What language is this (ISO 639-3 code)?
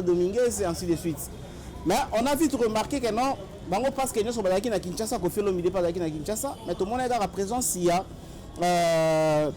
lin